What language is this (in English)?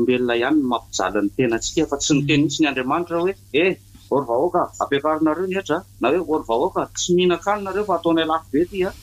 Malagasy